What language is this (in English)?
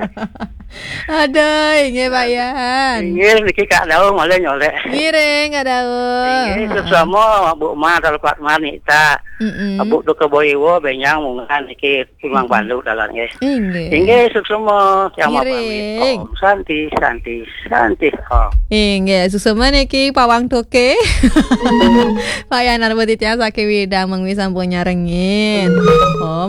Balinese